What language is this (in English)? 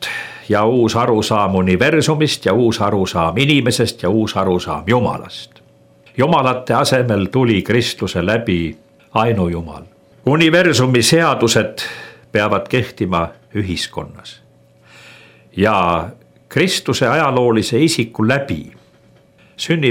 Estonian